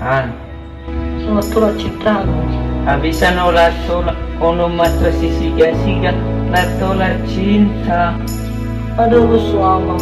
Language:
Nias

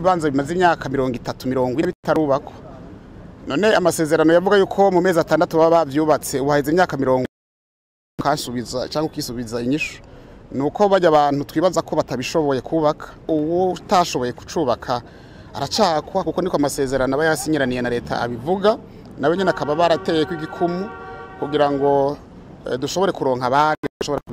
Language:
Rundi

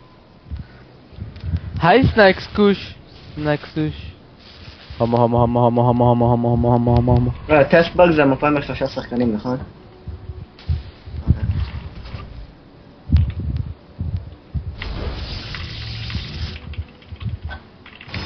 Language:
Hebrew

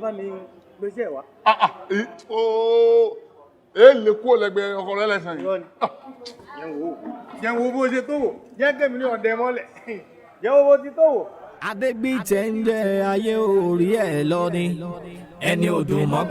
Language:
Yoruba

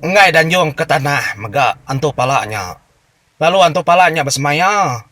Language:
Iban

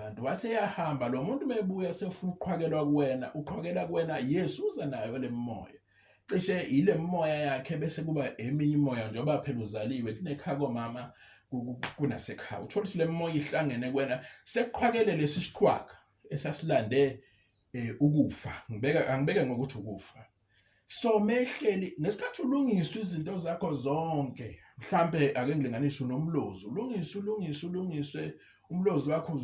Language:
Zulu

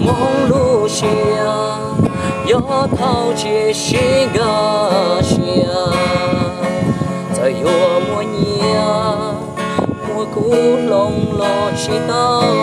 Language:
Hmong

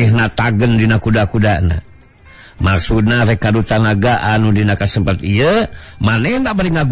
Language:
Sundanese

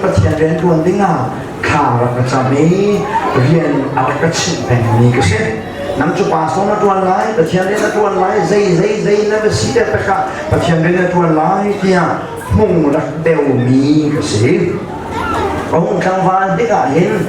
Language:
Hakha Chin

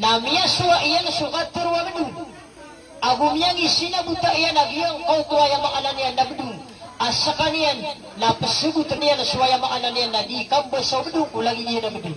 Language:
Maranao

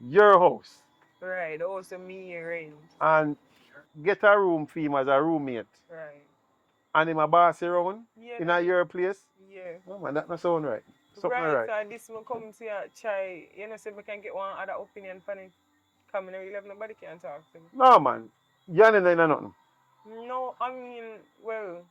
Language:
Jamaican Creole English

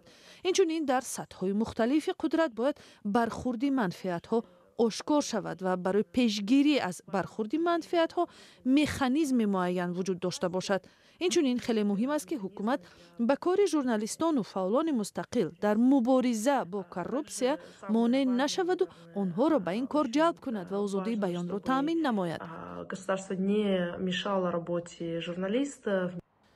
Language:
Tajik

